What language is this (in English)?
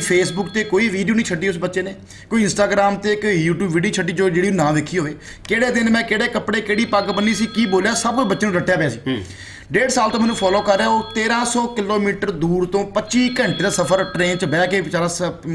Punjabi